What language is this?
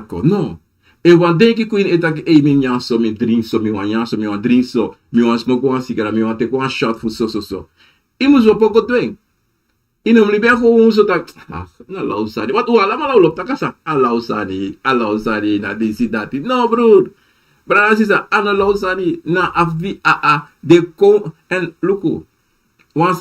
Sranan Tongo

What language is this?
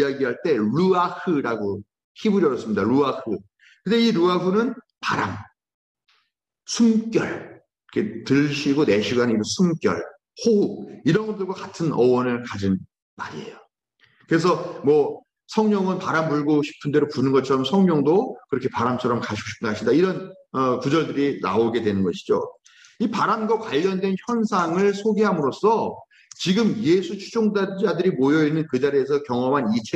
Korean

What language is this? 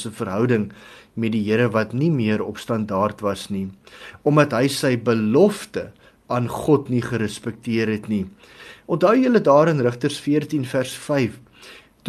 Afrikaans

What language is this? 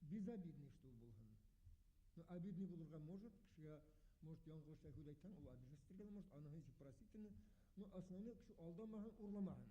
Bashkir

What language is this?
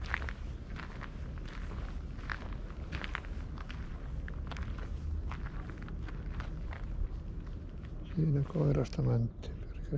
Finnish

